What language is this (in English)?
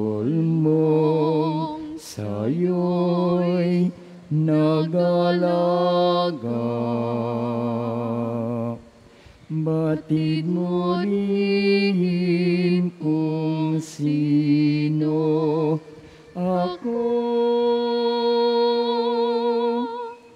Filipino